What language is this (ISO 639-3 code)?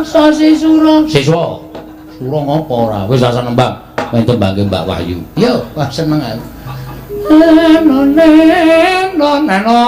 jav